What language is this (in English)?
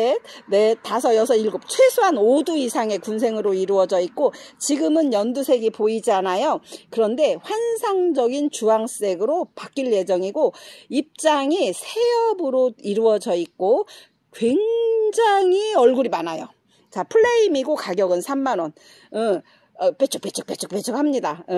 Korean